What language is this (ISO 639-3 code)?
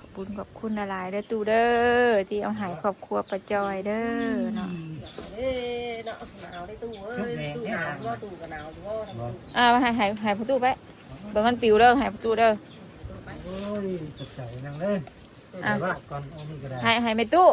tts